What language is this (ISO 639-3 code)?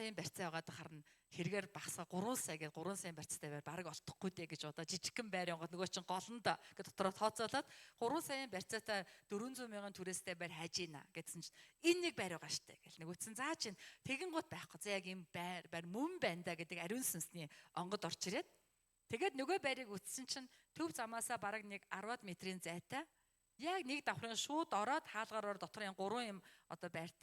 mon